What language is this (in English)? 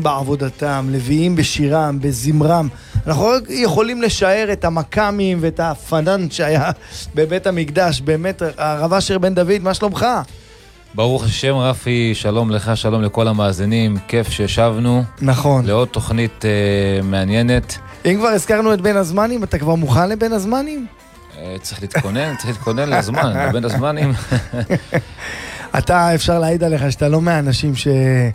Hebrew